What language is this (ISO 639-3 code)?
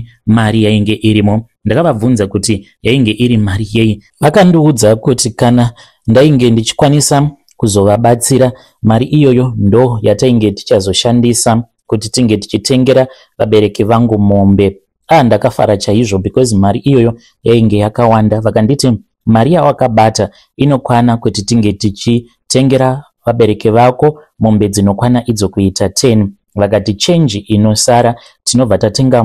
sna